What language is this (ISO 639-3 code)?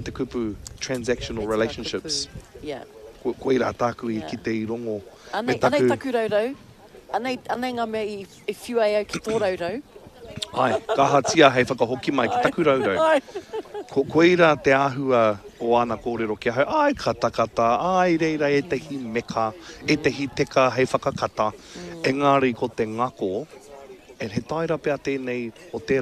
mri